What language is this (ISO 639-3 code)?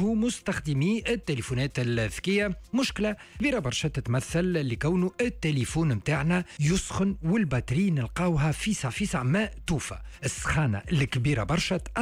aeb